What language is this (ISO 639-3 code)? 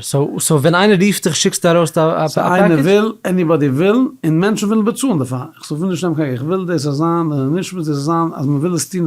yid